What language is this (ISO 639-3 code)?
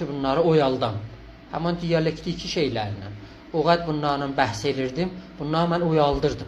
azb